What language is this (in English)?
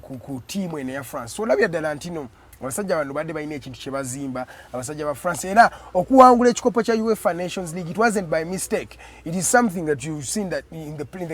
Ganda